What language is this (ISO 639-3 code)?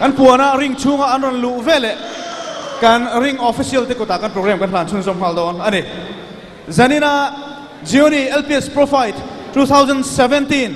lus